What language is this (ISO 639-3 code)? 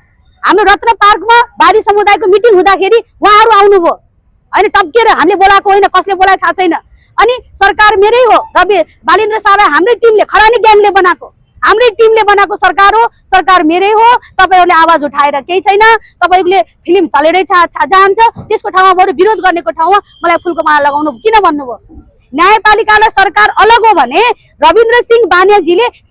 nep